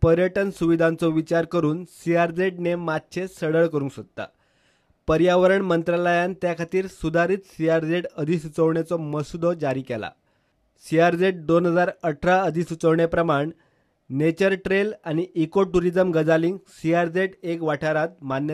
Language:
Konkani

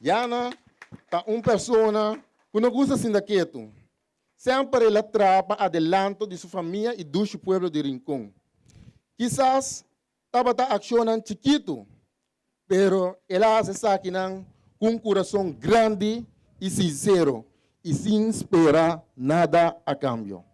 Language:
Papiamento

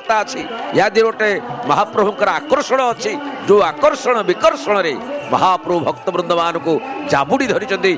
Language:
Odia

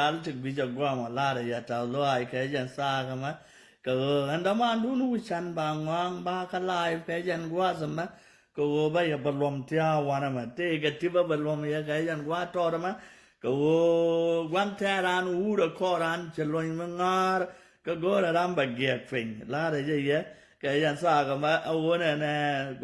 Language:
Nuer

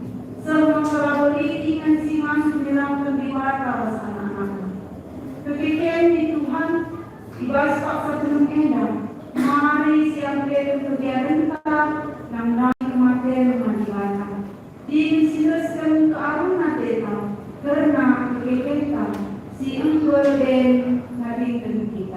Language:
Batak Karo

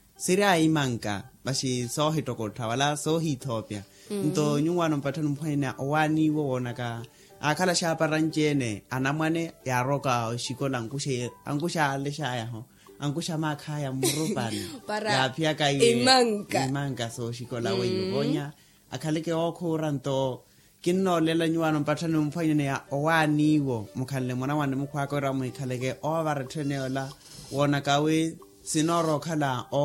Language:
Makhuwa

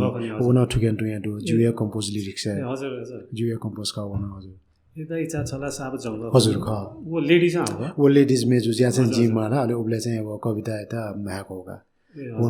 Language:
Newari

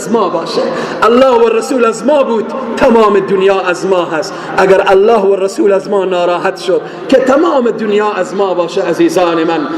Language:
Persian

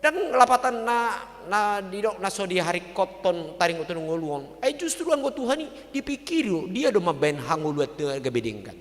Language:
Batak Toba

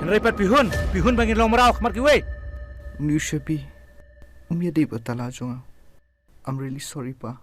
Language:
Khasi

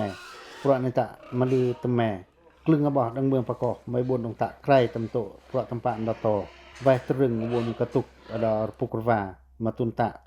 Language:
Pacoh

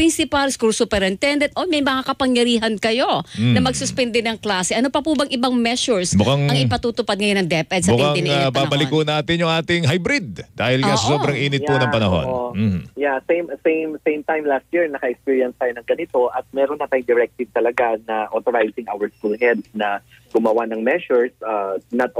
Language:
Filipino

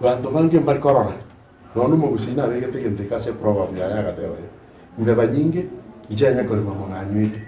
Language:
Gusii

